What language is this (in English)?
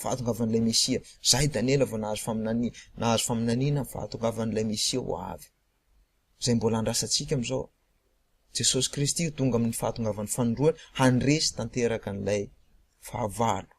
Malagasy